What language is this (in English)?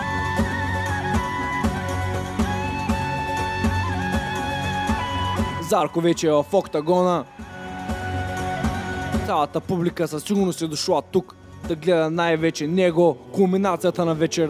Bulgarian